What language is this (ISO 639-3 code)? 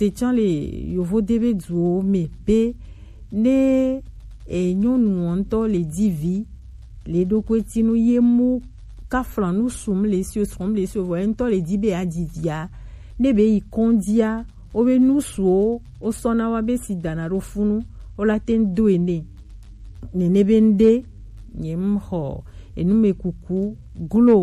gej